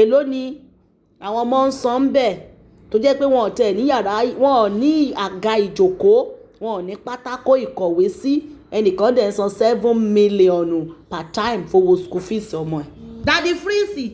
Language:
Yoruba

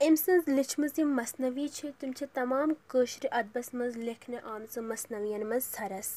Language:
Kashmiri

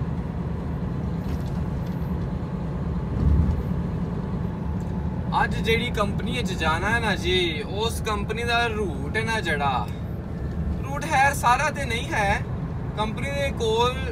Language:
Punjabi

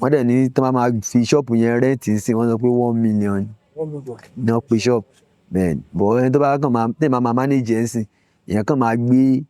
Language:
Yoruba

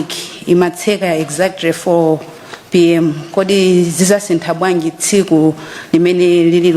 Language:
Nyanja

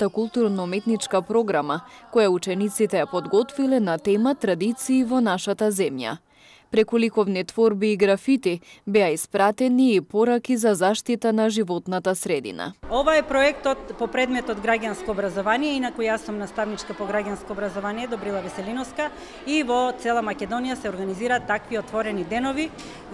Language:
Macedonian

